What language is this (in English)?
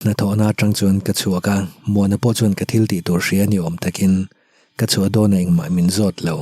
Mizo